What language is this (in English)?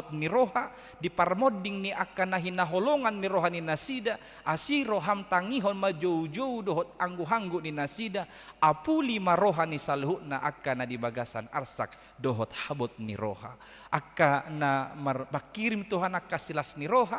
Batak Toba